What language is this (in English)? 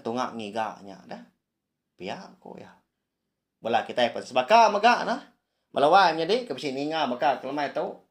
Iban